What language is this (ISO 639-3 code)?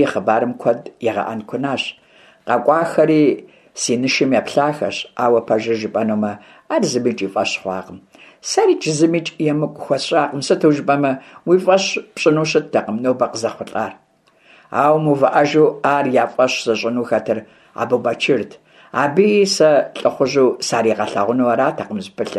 kbd